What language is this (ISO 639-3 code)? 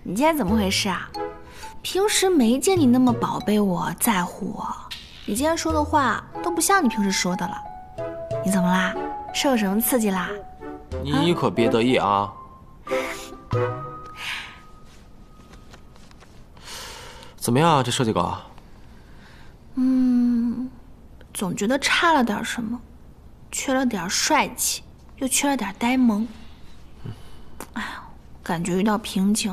zho